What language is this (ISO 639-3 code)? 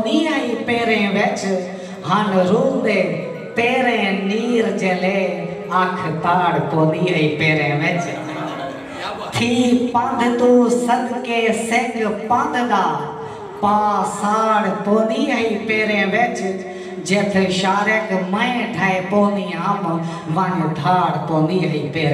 skr